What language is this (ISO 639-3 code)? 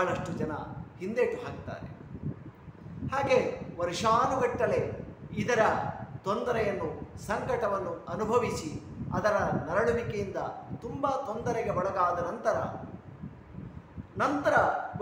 kan